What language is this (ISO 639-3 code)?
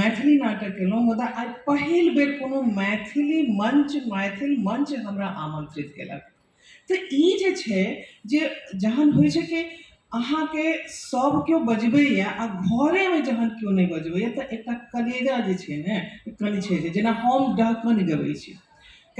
mai